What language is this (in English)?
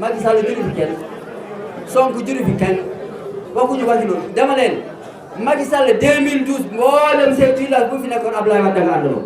Wolof